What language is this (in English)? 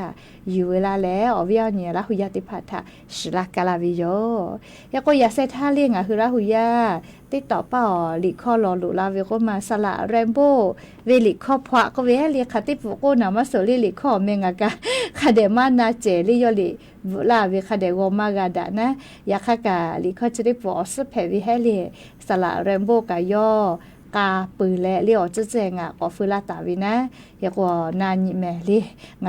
Lahu